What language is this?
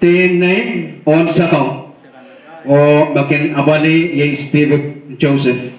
Pohnpeian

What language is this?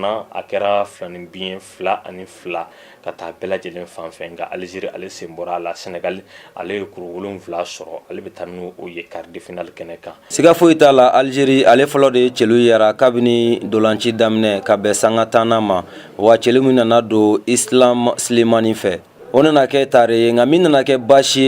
Bambara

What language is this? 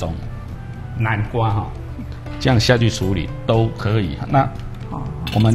Chinese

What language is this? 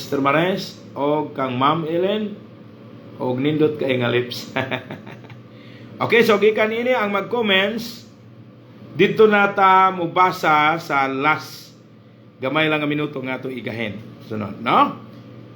Cebuano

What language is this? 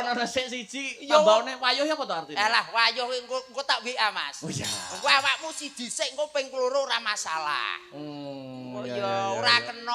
Javanese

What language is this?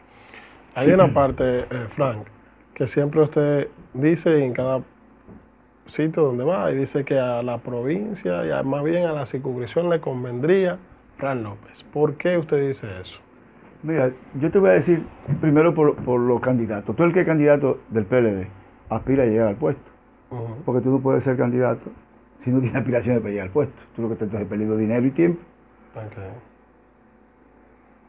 Spanish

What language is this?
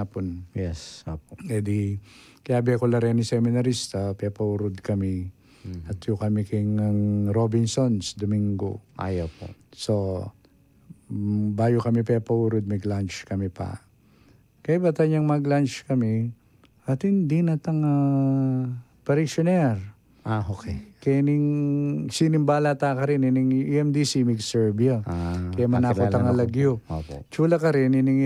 Pampanga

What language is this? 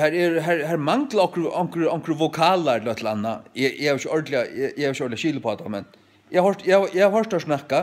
Faroese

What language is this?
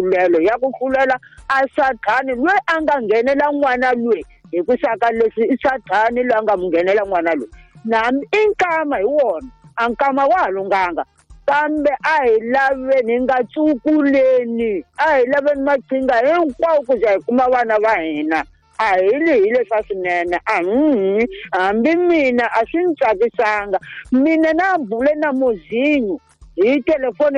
Tsonga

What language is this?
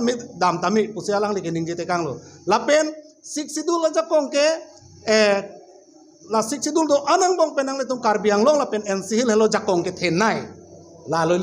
Karbi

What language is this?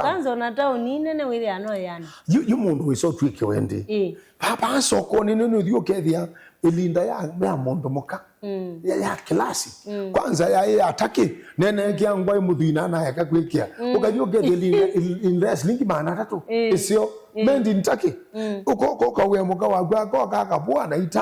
Kamba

